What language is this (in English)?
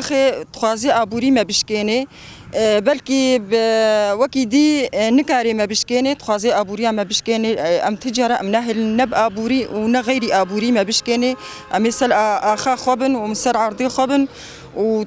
Kurdish